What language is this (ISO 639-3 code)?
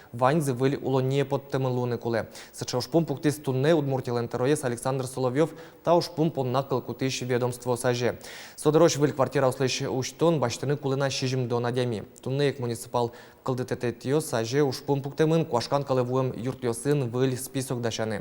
udm